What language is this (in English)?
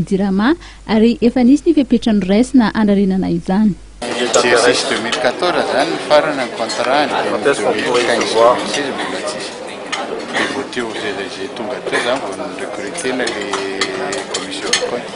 Malagasy